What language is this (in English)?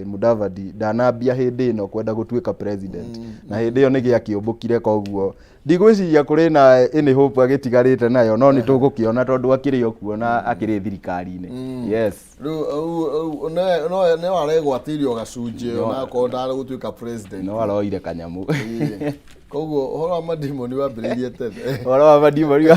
Kikuyu